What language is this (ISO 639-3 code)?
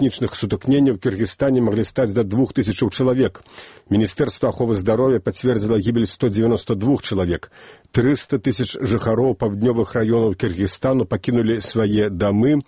bel